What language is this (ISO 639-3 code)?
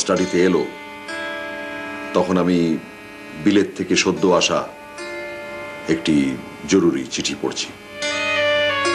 ben